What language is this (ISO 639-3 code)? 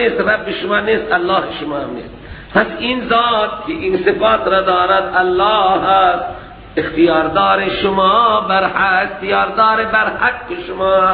fas